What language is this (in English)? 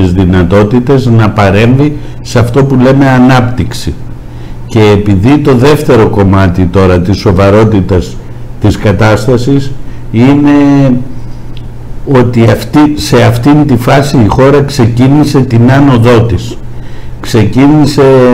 Greek